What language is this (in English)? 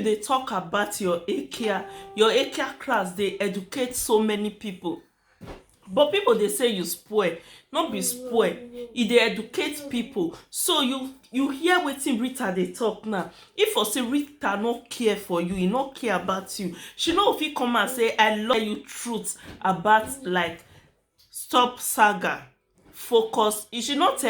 Nigerian Pidgin